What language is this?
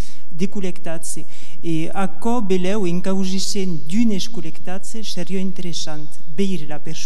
Occitan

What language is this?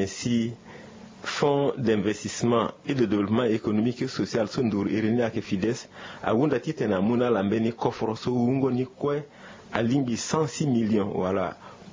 Sango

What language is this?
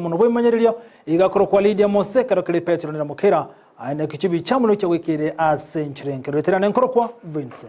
Gusii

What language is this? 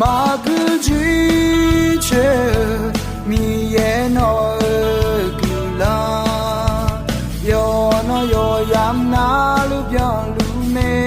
Akha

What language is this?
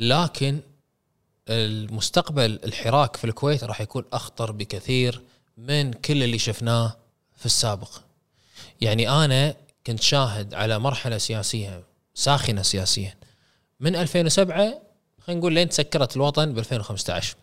Gulf Arabic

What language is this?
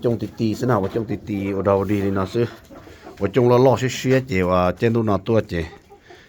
Hmong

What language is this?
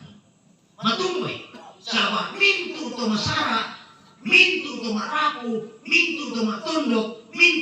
Toraja-Sa'dan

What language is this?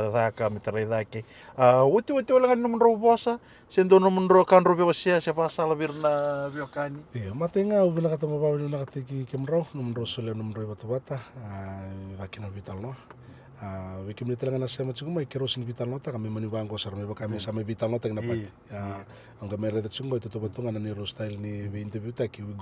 Fijian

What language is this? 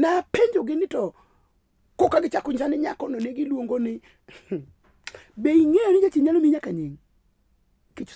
Luo (Kenya and Tanzania)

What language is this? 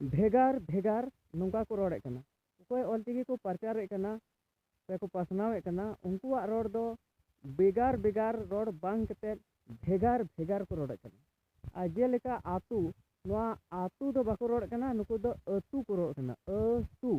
Santali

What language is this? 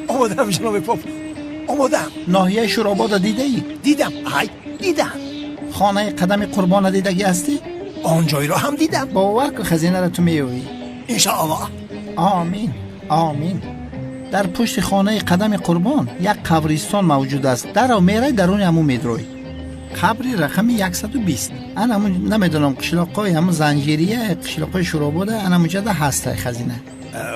Tajik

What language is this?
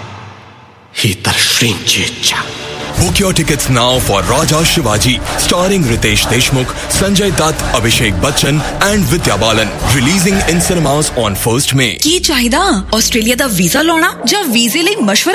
Punjabi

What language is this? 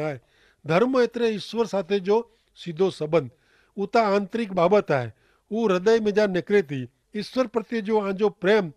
Kachhi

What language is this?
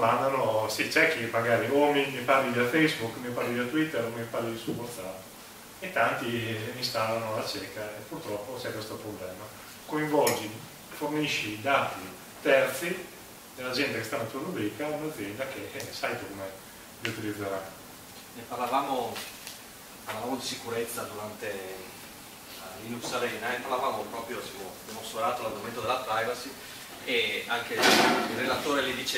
Italian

